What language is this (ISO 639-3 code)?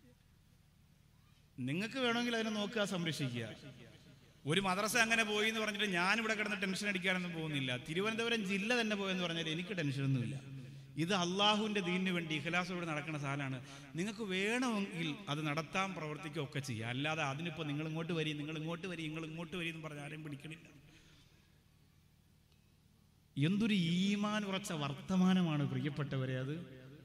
mal